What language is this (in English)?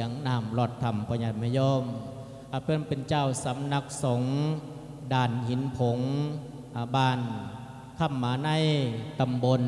Lao